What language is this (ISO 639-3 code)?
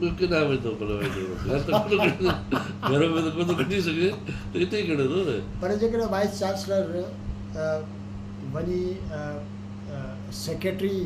snd